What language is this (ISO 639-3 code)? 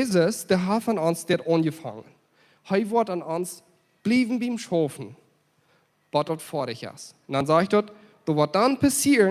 pdt